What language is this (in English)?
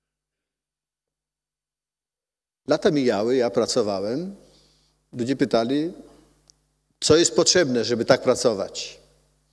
Polish